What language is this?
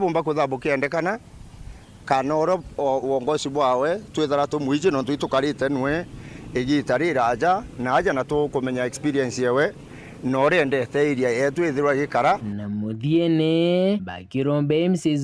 Meru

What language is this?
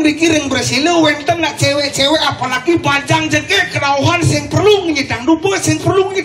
Balinese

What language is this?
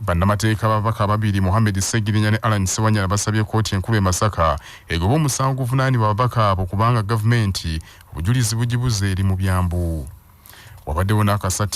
Ganda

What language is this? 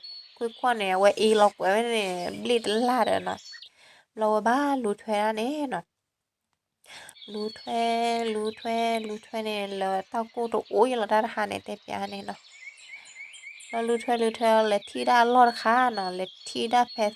S'gaw Karen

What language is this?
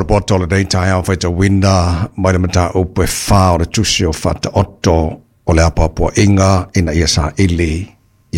Samoan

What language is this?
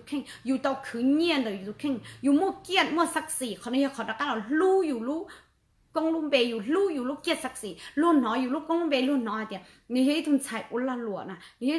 Hmong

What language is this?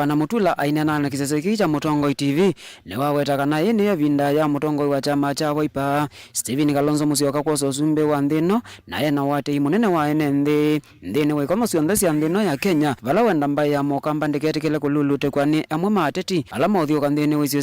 Kamba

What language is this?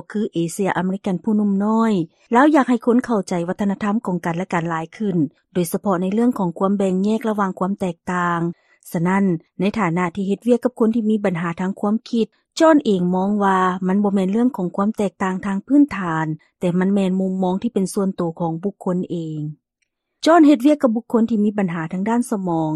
Lao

